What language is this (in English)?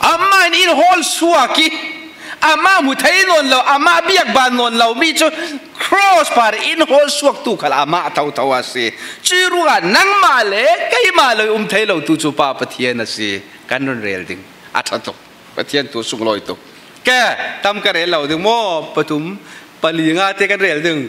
Falam Chin